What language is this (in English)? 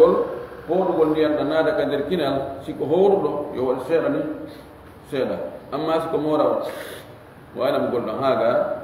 Fula